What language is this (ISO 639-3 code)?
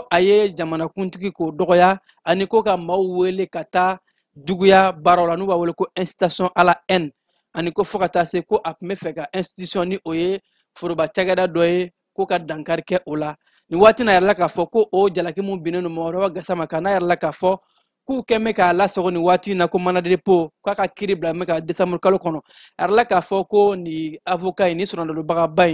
bam